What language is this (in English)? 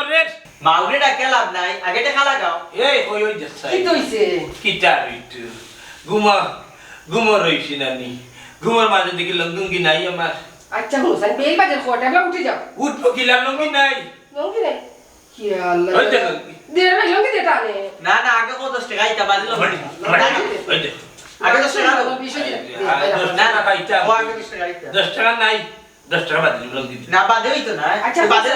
Sylheti